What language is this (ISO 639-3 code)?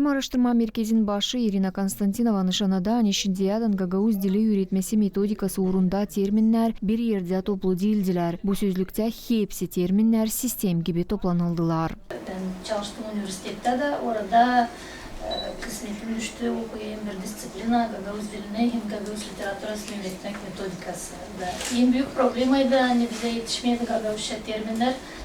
gag